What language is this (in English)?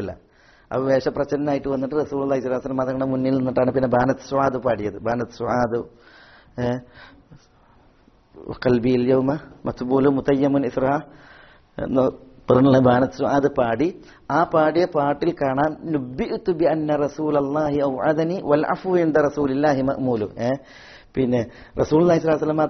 Malayalam